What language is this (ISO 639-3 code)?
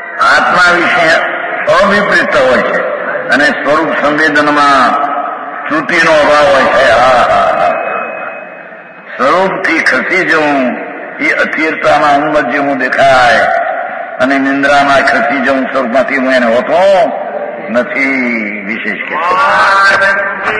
guj